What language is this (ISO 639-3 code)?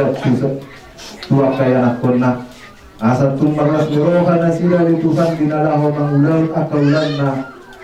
bbc